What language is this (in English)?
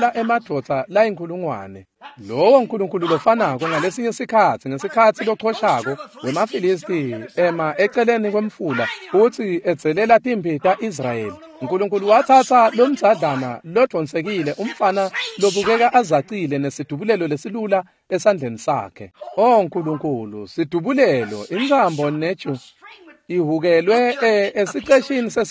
Swati